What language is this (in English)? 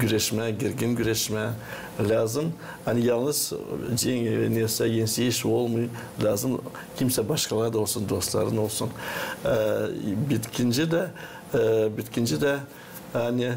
Gagauz